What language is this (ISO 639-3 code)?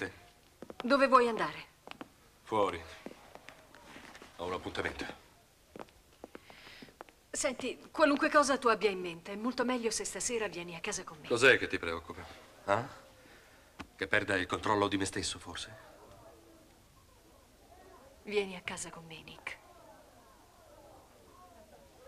ita